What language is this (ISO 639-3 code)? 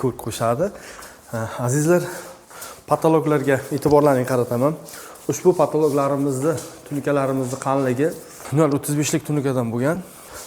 uzb